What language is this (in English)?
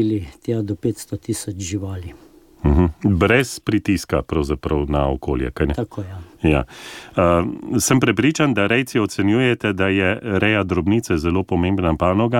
Slovenian